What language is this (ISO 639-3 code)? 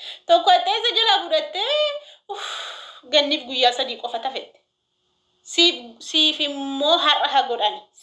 orm